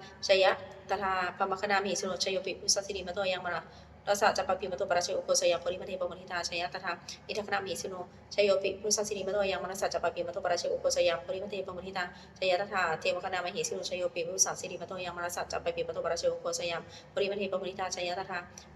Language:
Pali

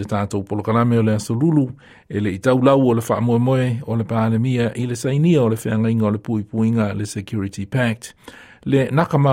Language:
Samoan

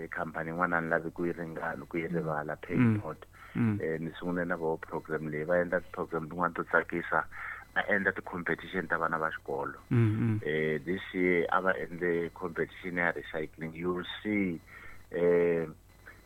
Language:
Tsonga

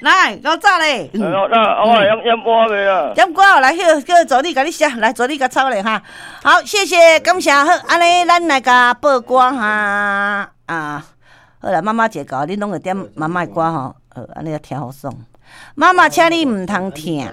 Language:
Min Nan Chinese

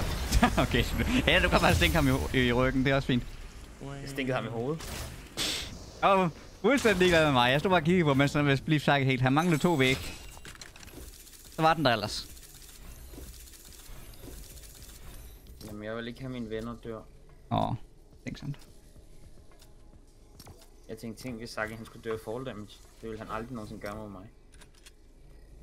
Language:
Danish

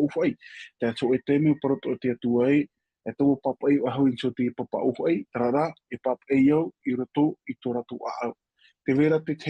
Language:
Tahitian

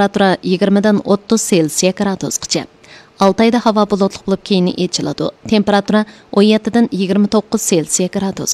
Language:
Uyghur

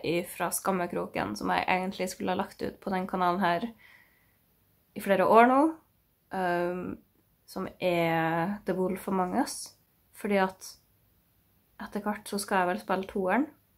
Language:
Norwegian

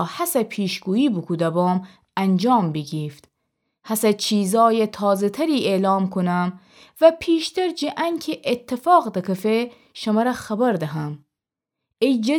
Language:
Gilaki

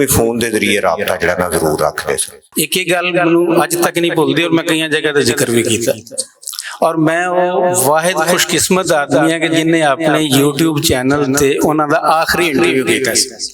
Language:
Western Panjabi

